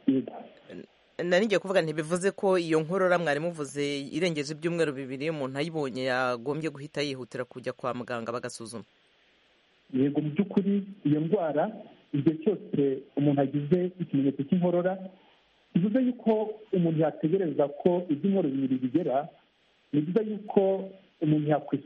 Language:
Kinyarwanda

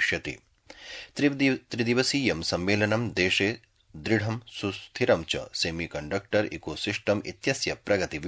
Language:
Sanskrit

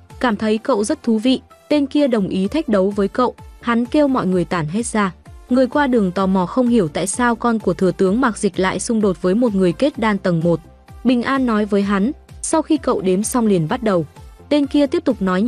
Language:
Vietnamese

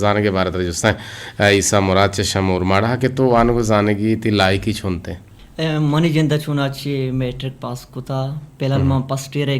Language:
Eastern Balochi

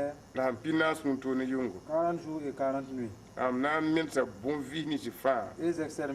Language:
Mossi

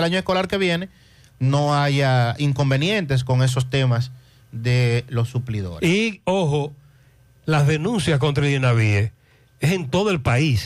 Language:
Spanish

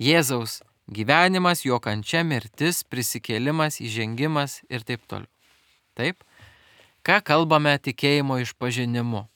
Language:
Lithuanian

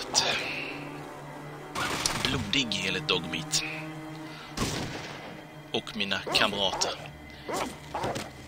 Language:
Swedish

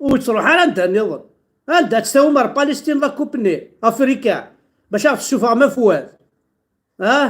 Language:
Kabyle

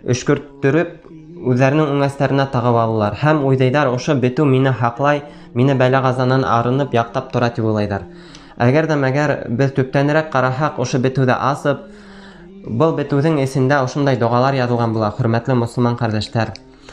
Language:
Bashkir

